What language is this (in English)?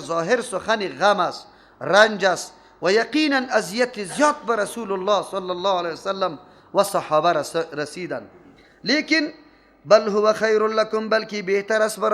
Persian